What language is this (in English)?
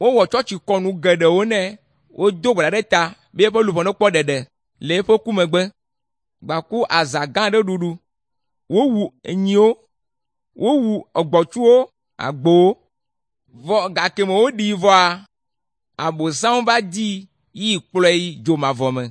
Ewe